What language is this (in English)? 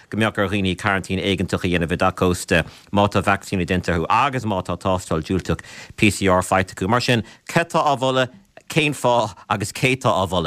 Irish